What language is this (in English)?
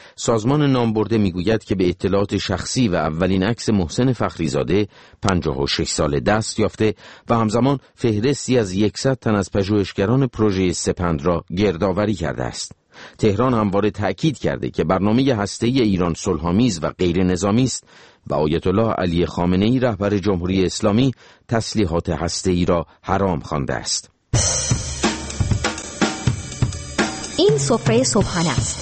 Persian